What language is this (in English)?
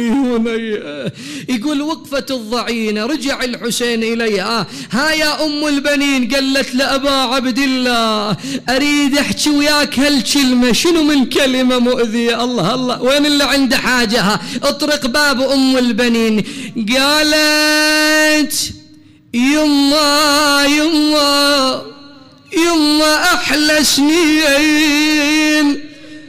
Mesopotamian Arabic